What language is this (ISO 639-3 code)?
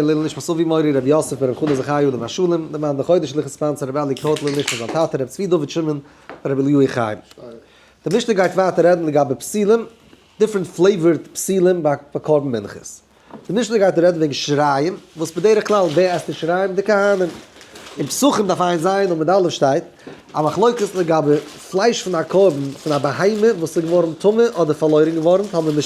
yid